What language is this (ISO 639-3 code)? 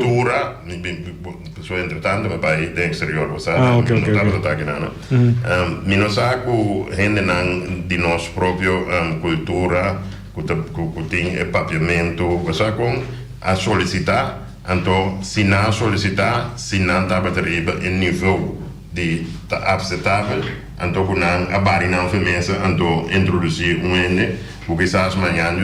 pap